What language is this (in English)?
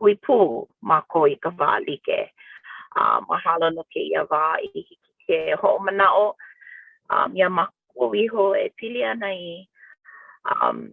Hawaiian